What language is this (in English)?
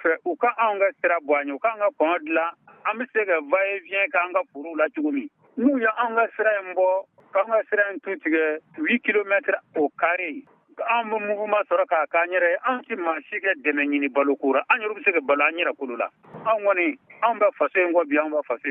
Bambara